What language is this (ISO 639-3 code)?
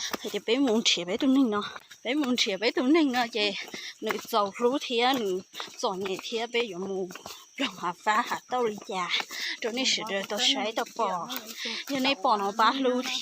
hmn